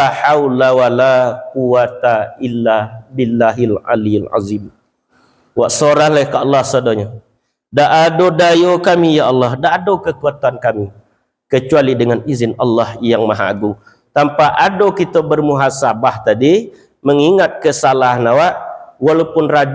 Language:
Minangkabau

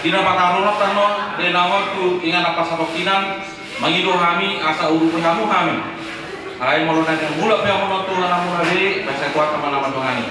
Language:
Batak Toba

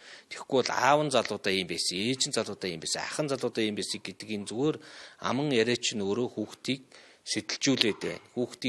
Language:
Mongolian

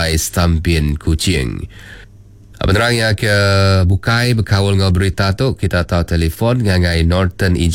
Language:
Iban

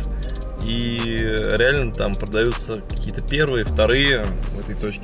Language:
Russian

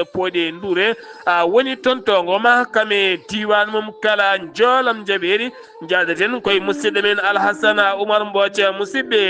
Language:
Fula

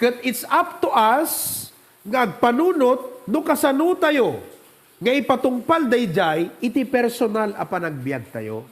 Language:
Iloko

